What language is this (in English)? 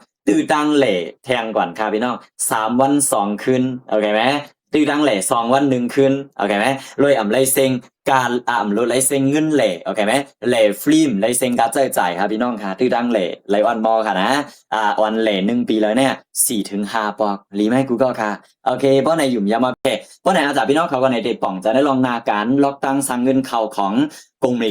Shan